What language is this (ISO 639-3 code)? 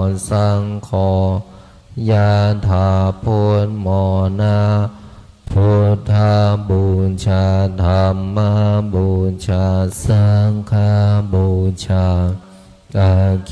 pli